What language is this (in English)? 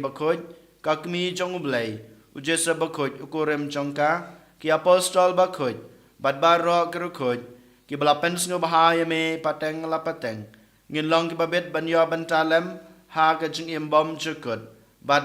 Khasi